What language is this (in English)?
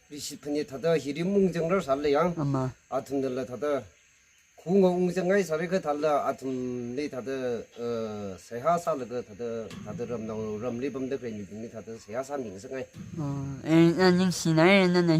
Tangkhul Naga (India)